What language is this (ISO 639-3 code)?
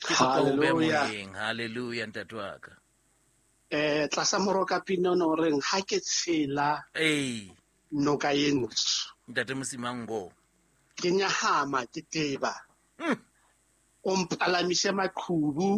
sot